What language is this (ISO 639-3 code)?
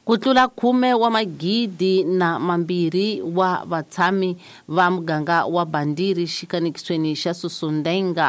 tso